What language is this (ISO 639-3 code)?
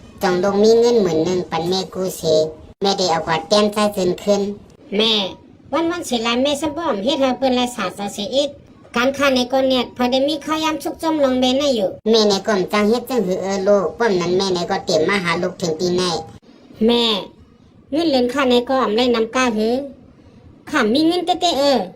shn